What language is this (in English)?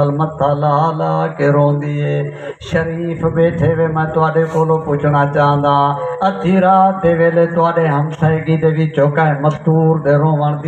Saraiki